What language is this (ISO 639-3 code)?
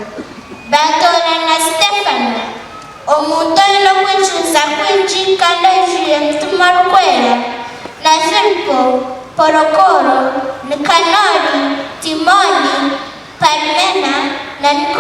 nyn